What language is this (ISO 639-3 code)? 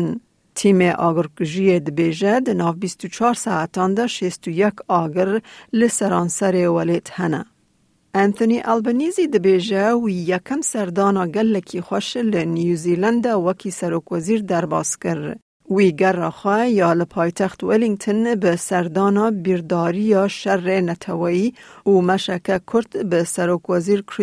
kur